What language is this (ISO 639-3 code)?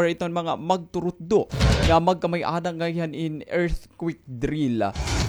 war